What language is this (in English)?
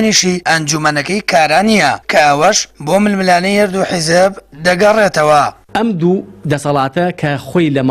Central Kurdish